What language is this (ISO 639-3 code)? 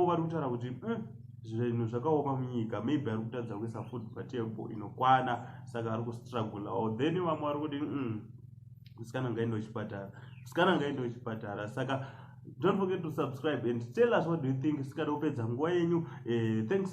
sna